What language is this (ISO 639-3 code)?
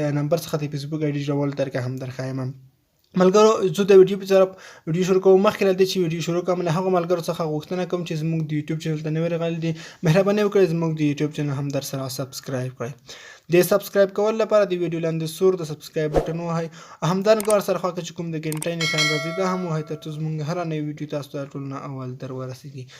pus